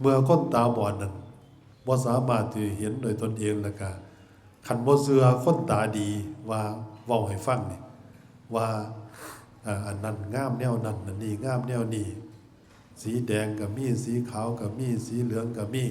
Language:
Northeastern Thai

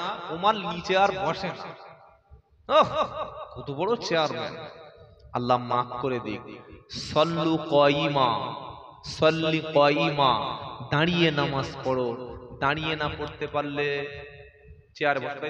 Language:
Bangla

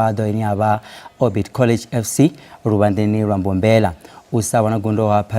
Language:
Venda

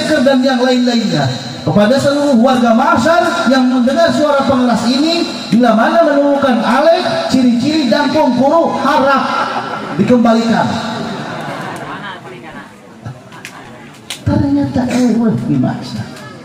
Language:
Indonesian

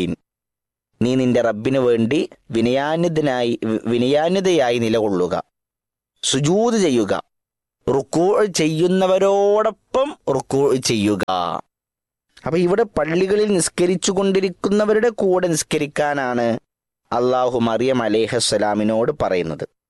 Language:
Malayalam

